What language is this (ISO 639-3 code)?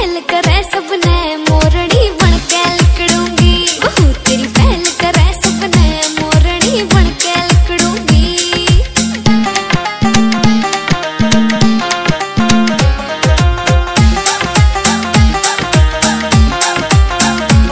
bgc